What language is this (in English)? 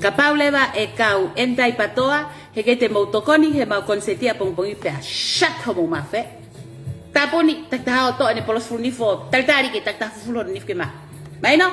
Tongan